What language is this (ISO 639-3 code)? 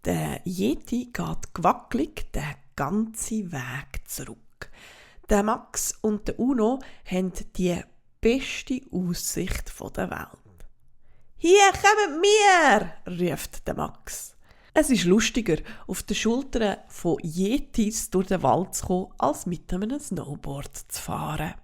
gsw